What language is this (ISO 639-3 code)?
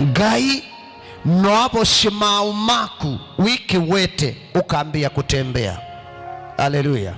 kam